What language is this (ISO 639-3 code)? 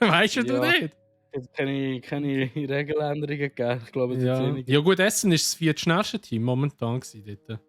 gsw